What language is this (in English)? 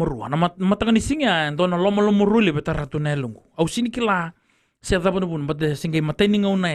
Fijian